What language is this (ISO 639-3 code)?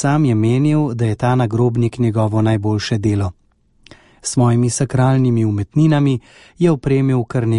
slv